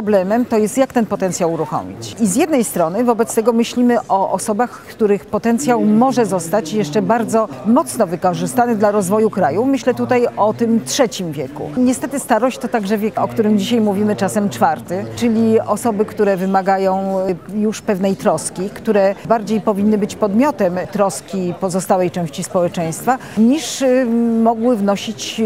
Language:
Polish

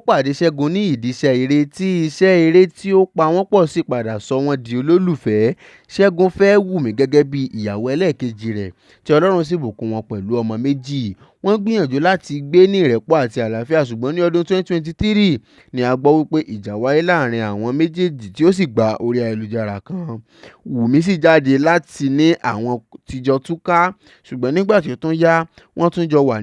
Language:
Yoruba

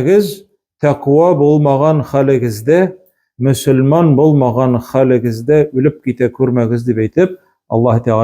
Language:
Tatar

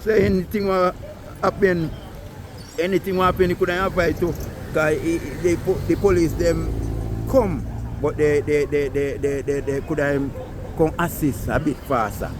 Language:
Jamaican Creole English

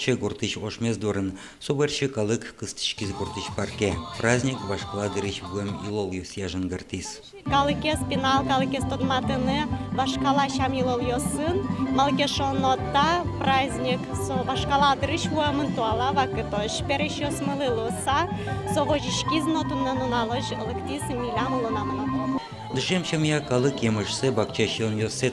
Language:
Udmurt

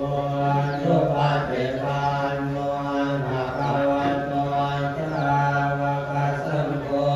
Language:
Pali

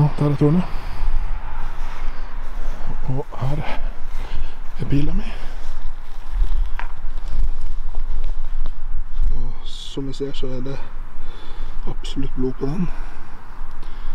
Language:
Norwegian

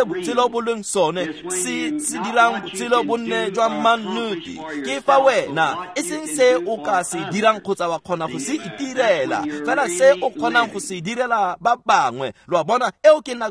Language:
Tswana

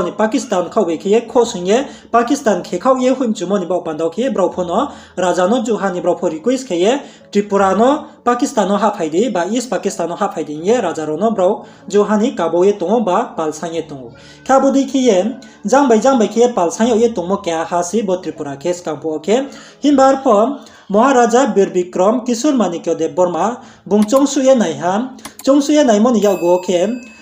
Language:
Riang (India)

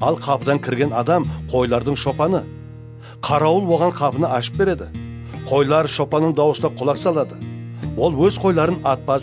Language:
Kara-Kalpak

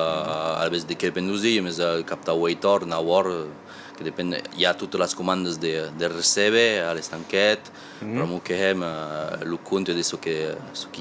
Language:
Occitan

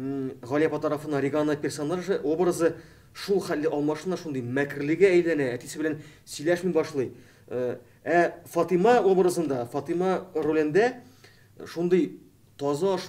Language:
Tatar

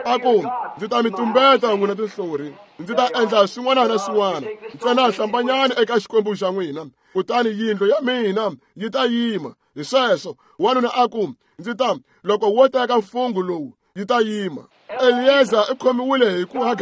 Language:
Tsonga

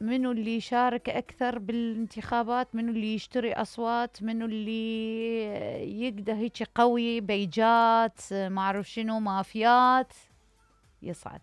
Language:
Mesopotamian Arabic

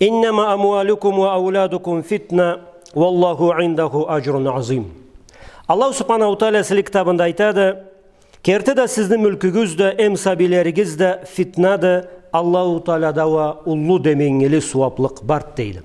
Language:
Karachay-Balkar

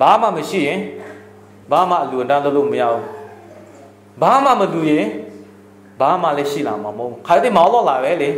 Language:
Lahu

